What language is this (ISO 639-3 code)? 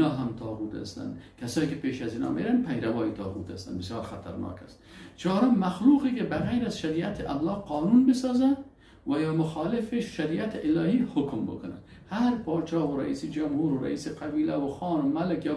fas